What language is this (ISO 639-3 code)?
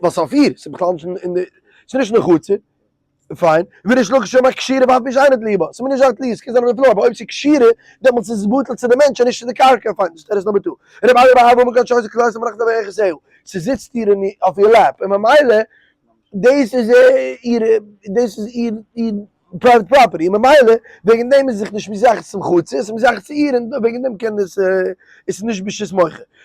yid